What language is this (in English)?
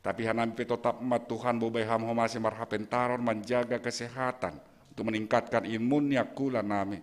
Batak Simalungun